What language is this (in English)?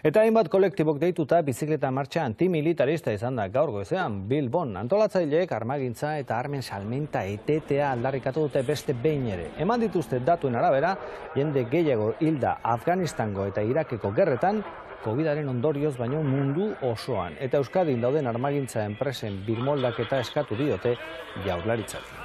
Basque